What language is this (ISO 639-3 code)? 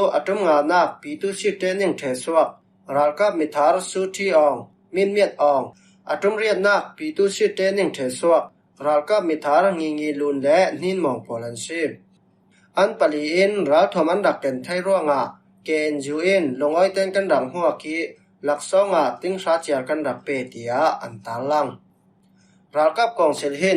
cfm